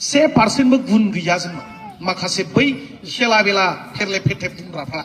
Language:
Bodo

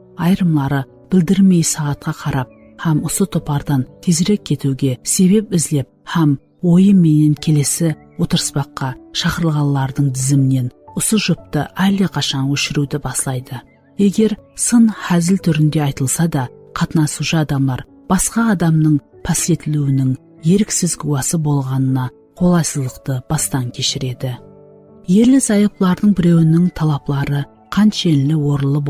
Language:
Kara-Kalpak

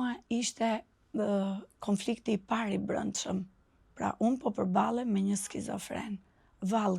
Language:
Albanian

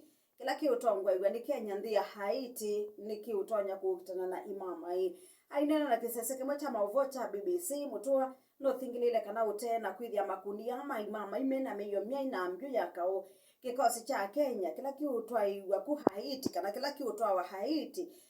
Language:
Kamba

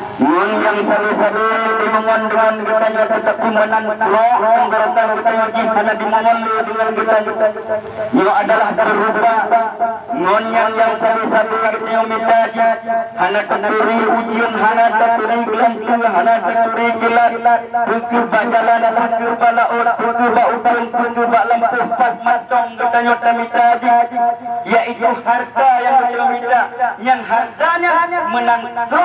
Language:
Achinese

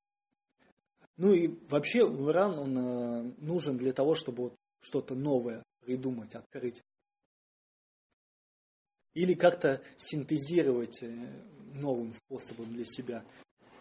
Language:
Russian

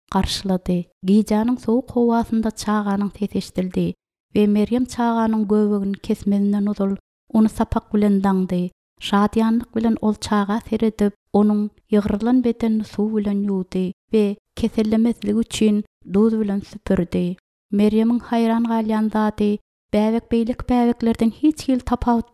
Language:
Turkmen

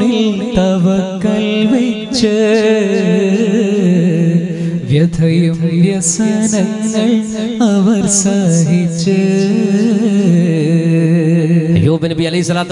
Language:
Malayalam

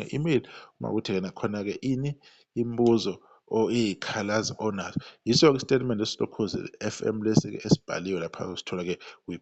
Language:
Zulu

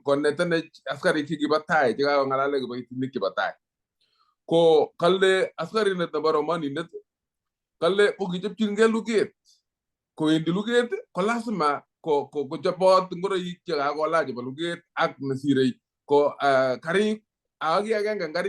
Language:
Kalenjin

